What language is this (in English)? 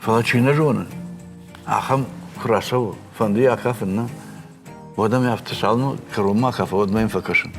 Ossetic